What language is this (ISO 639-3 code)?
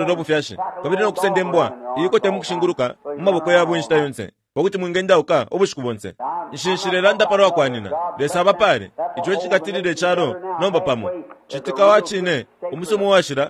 bem